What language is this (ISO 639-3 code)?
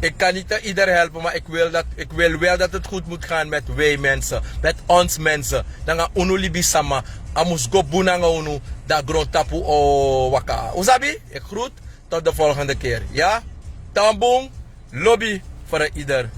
srn